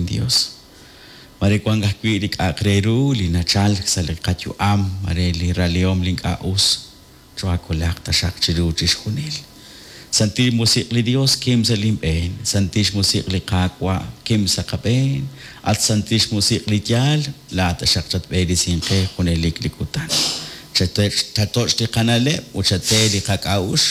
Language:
Kekchí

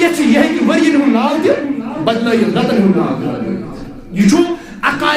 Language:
Kashmiri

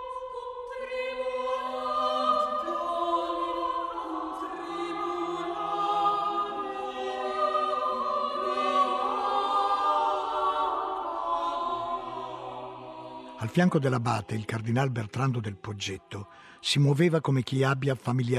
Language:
Italian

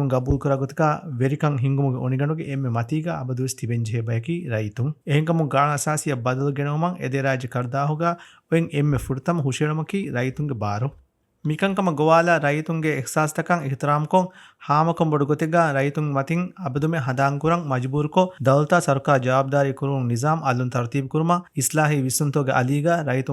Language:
Divehi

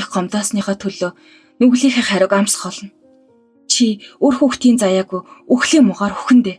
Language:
Mongolian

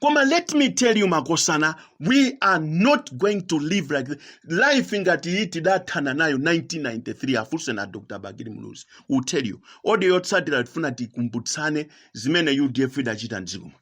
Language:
Nyanja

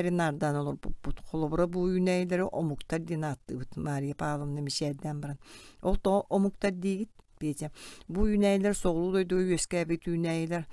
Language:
Yakut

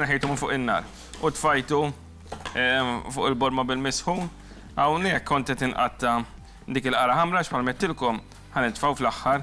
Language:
Maltese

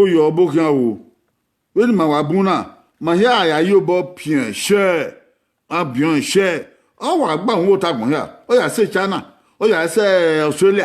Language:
Bini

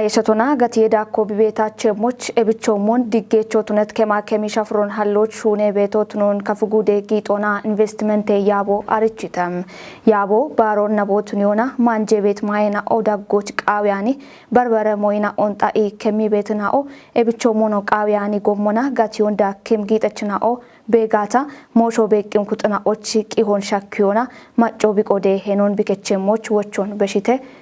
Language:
Kafa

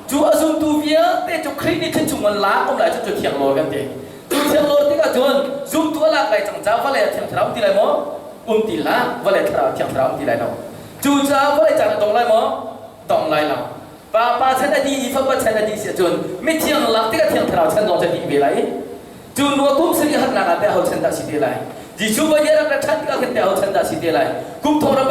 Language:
Hakha Chin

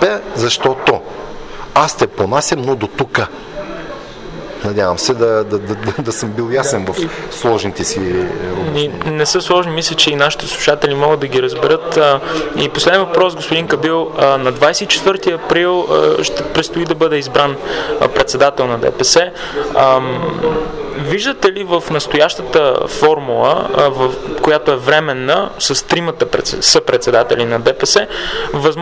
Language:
Bulgarian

